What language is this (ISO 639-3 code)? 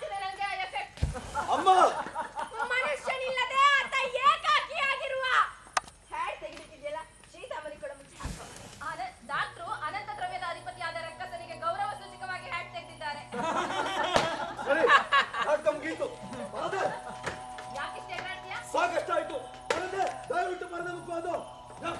kan